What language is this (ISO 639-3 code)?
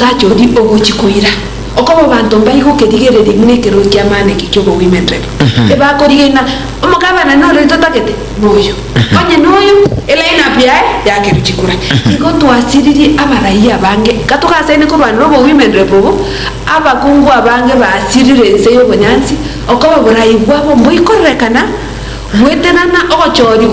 guz